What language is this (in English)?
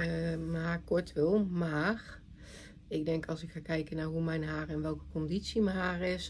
Dutch